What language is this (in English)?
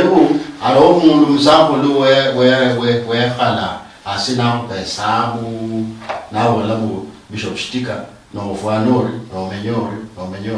Luyia